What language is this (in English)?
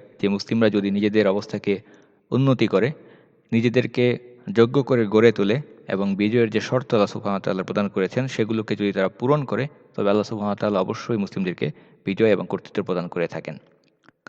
Bangla